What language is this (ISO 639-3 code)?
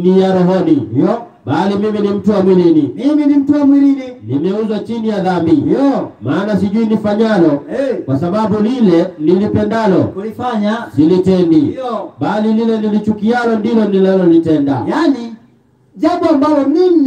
swa